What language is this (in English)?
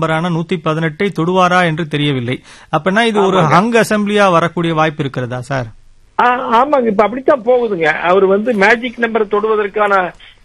Tamil